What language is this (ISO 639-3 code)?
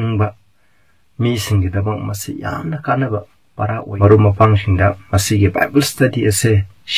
mni